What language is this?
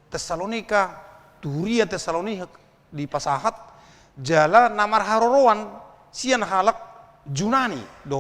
Batak Toba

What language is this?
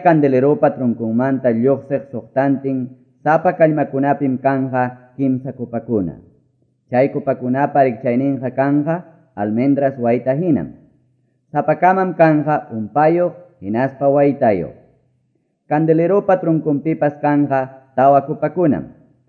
Quechua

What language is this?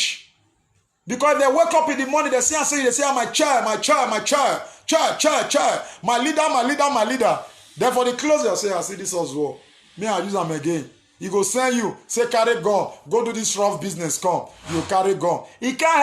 Nigerian Pidgin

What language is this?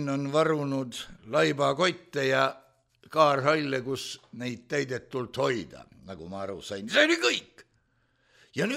Estonian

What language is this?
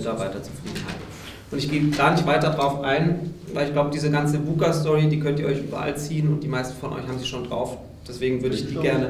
German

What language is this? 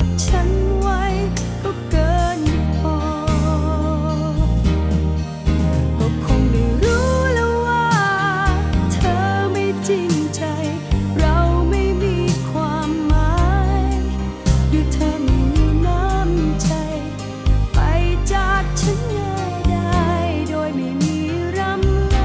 Thai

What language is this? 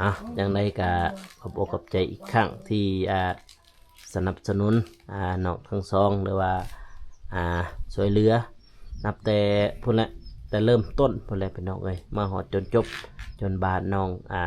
Lao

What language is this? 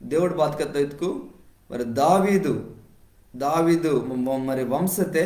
Koya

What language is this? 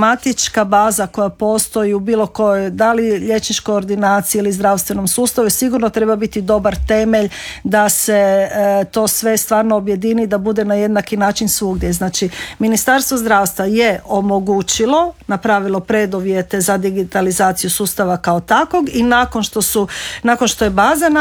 Croatian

